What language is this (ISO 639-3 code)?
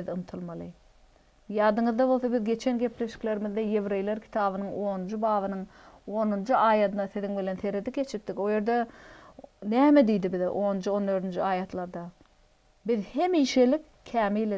tuk